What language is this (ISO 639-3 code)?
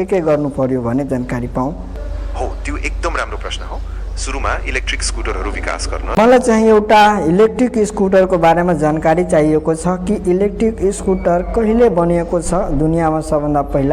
nep